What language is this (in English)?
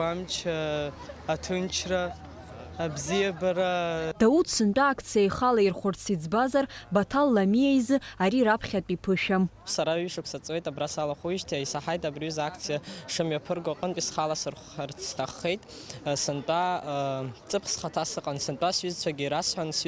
Abkhazian